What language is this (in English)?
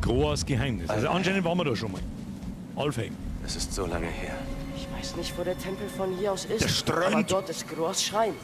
Bavarian